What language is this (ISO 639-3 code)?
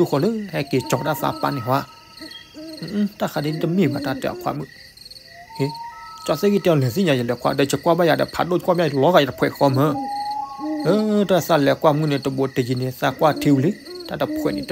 ksw